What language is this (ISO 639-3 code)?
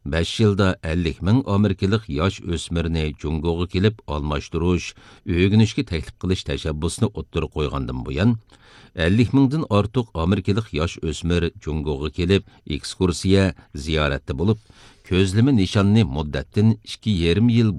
uig